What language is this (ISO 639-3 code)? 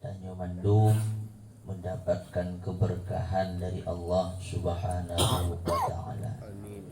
ace